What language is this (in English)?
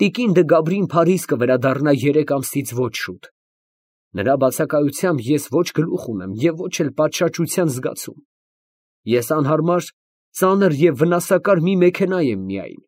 Armenian